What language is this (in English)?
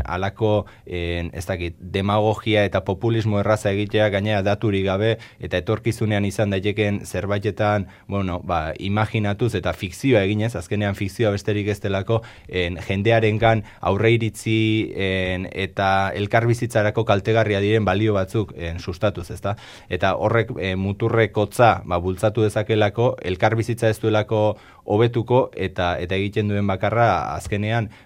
Basque